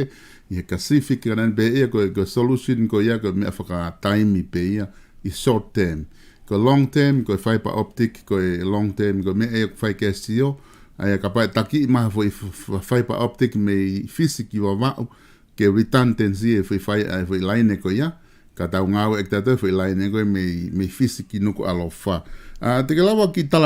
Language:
Tongan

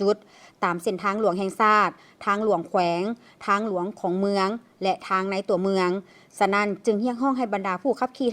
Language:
Lao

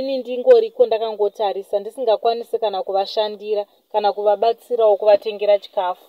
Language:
Shona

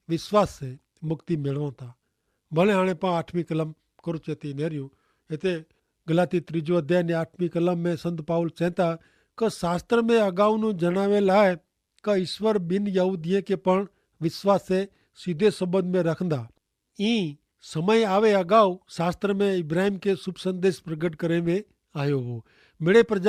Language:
Kachhi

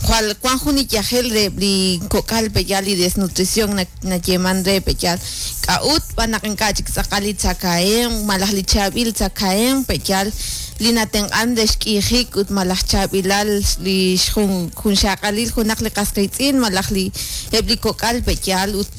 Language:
Kekchí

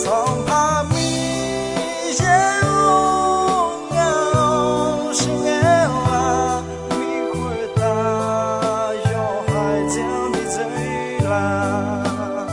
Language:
Akha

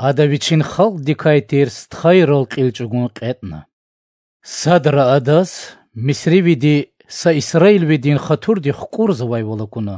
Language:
Lezghian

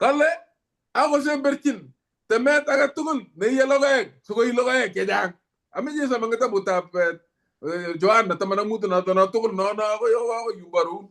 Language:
Kalenjin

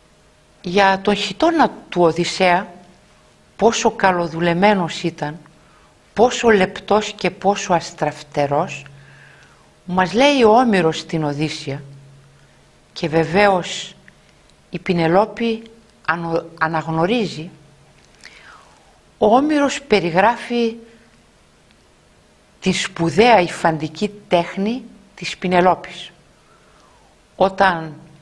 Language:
Greek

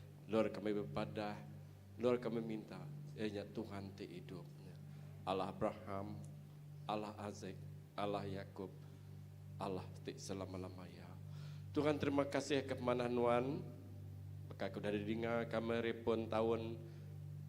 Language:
Iban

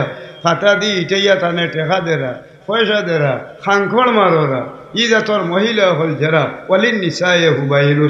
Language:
Sylheti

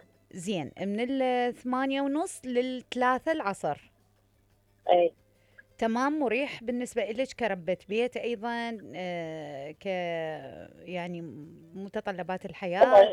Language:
Mesopotamian Arabic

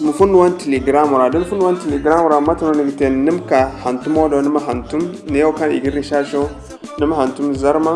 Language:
Zarma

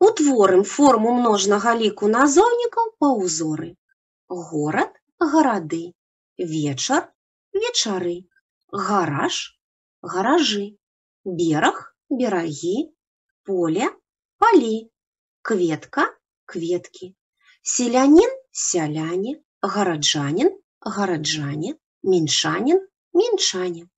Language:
Belarusian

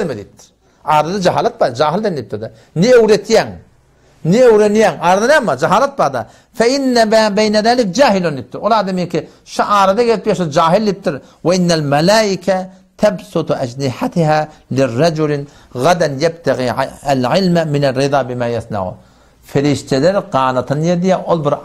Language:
Turkmen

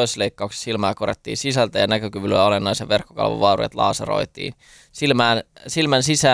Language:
Finnish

